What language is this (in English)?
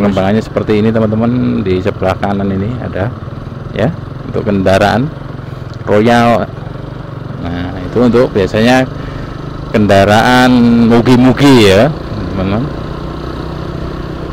Indonesian